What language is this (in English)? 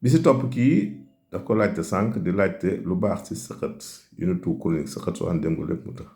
Wolof